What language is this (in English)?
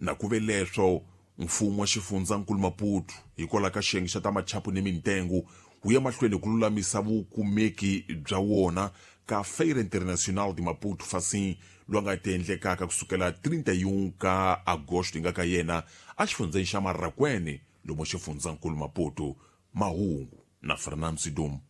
Tsonga